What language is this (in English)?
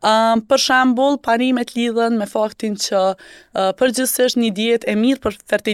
Albanian